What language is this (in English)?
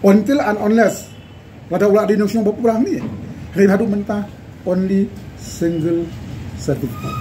Khasi